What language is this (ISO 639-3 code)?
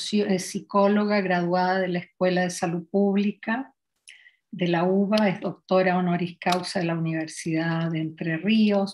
spa